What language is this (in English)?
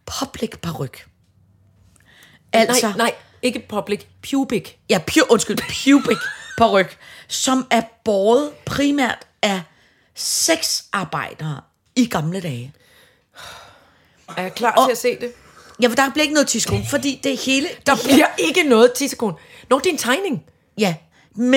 Danish